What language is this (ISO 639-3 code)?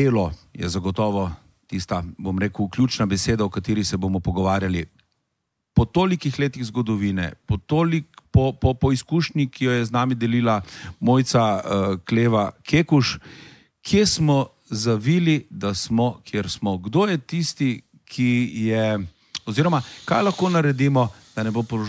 slv